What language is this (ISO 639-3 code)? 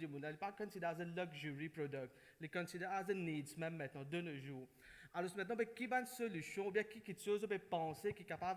mfe